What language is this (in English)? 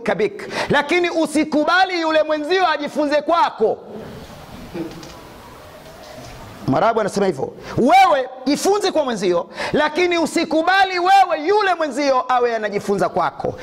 Swahili